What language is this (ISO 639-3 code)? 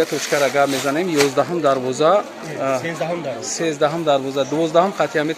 tgk